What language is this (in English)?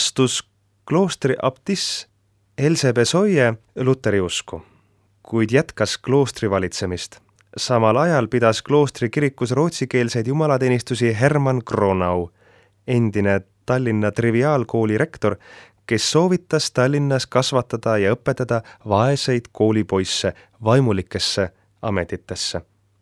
Estonian